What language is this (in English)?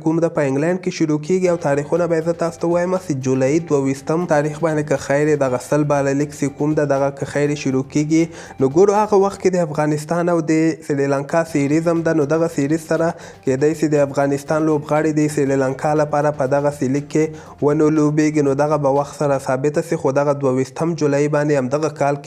Pashto